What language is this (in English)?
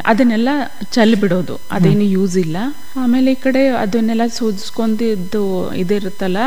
Kannada